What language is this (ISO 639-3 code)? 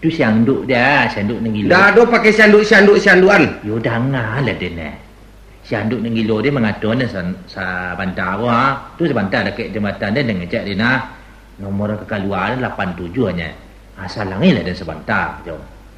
min